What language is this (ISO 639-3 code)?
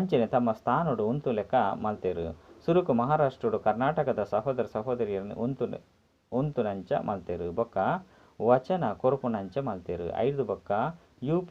tcy